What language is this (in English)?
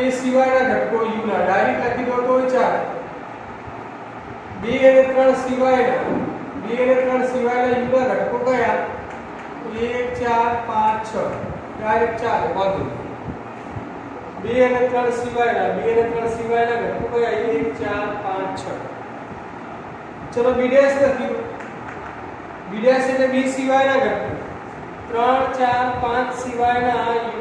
Gujarati